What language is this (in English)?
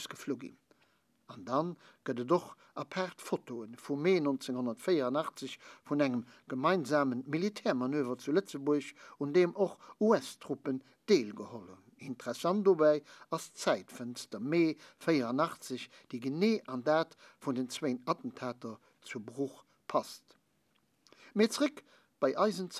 Luxembourgish